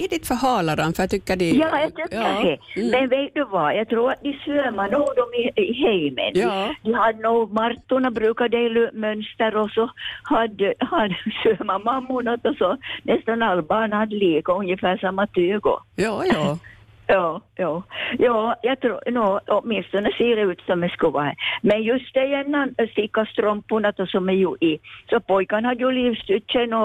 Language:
Swedish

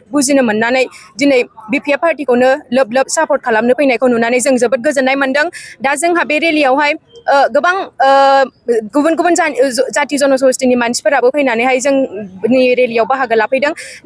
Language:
Bodo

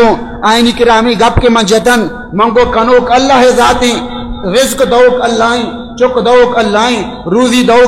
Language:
Baluchi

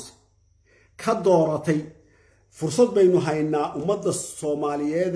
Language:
Somali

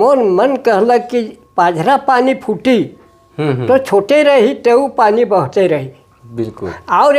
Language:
Sadri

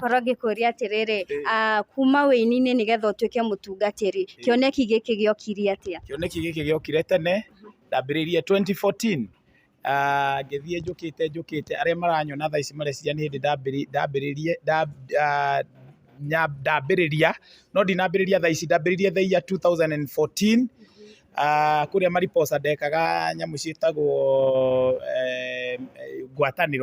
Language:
Kikuyu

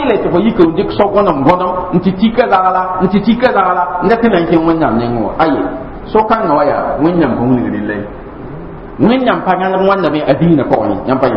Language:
Mossi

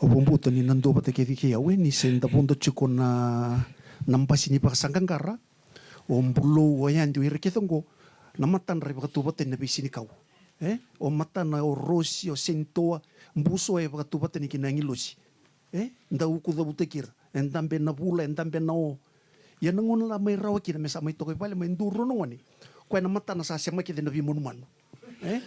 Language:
Fijian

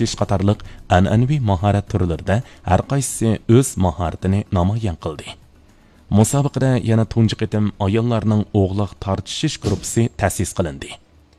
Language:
Uyghur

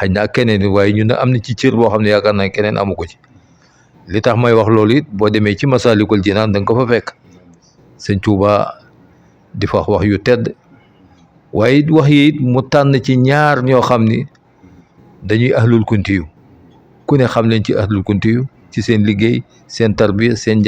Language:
Wolof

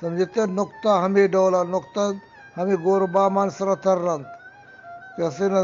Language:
Eastern Balochi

